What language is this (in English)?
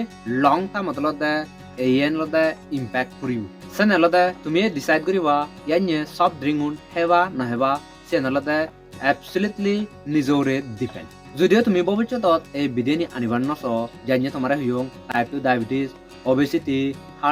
Chakma